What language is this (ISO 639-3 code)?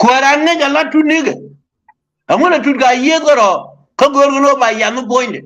nus